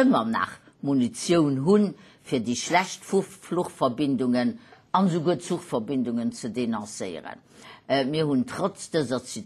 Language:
Luxembourgish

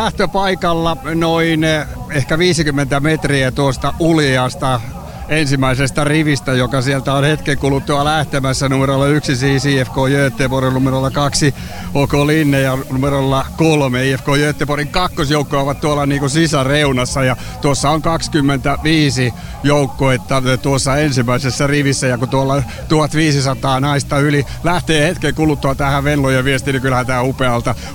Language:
Finnish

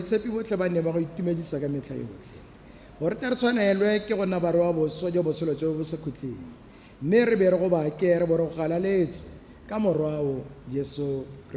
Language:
Tswana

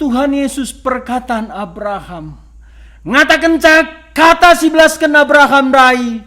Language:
Batak Karo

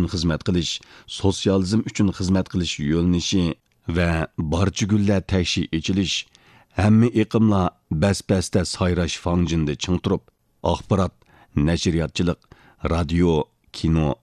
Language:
Uyghur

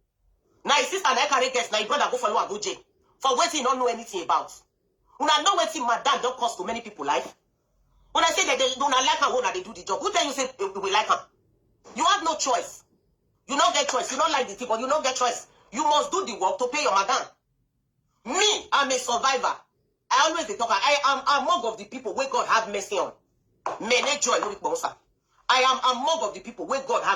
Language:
Nigerian Pidgin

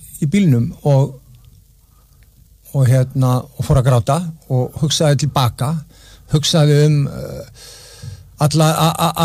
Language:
Icelandic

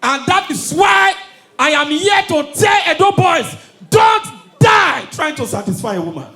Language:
Nigerian Pidgin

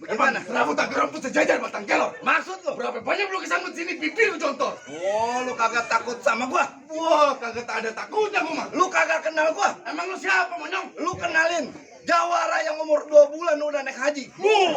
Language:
Betawi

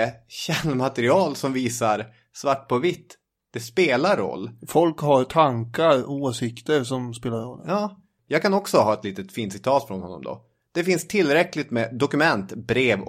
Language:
Swedish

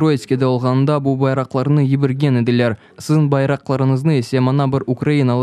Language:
Crimean Tatar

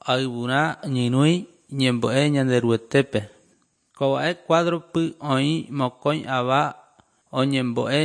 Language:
Guarani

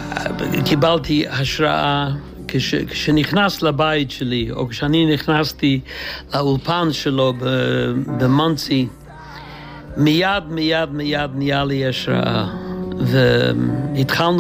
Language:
Hebrew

